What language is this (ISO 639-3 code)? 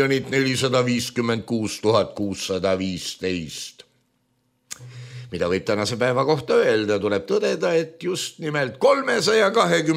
est